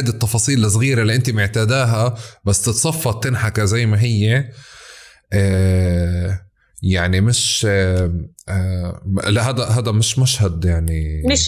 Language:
North Levantine Arabic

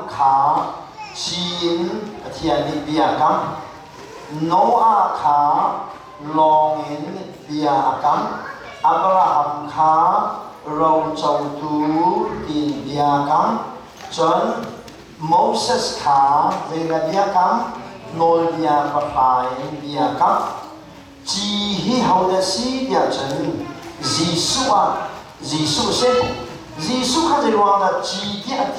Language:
Hakha Chin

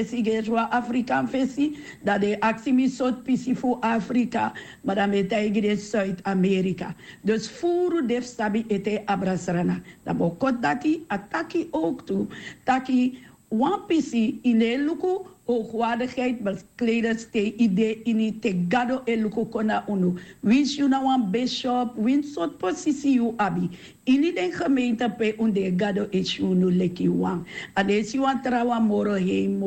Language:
Sranan Tongo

